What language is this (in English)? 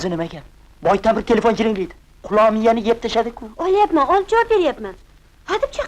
Uzbek